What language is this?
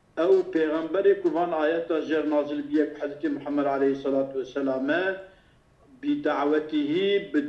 Kurdish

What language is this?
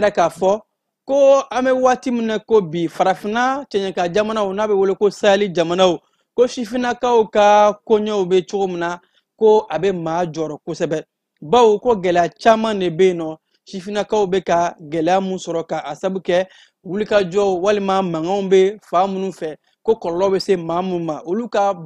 Bambara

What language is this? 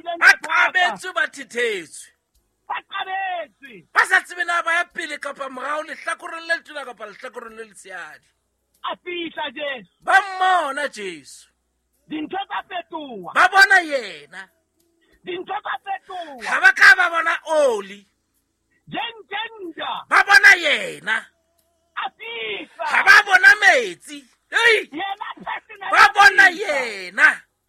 Southern Sotho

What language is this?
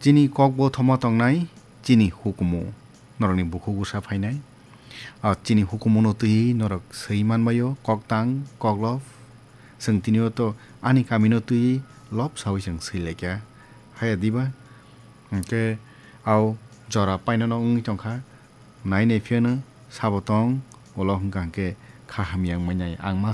Kok Borok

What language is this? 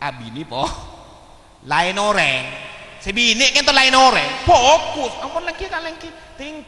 Madurese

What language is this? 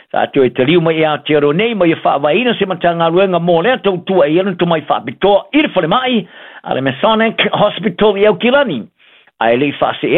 Samoan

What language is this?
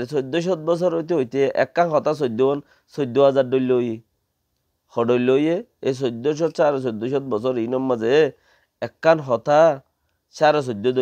Rohingya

